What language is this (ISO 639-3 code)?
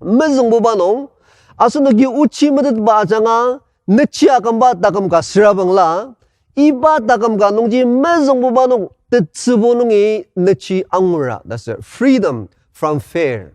njo